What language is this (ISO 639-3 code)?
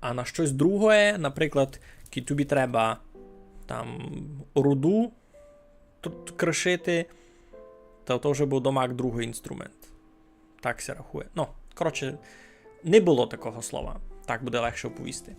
rue